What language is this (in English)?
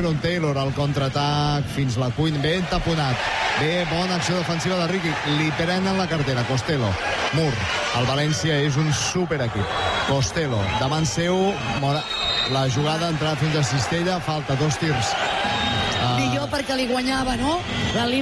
Catalan